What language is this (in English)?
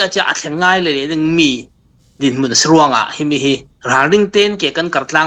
Falam Chin